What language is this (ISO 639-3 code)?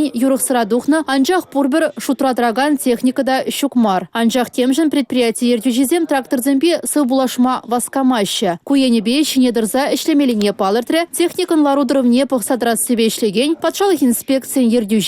chv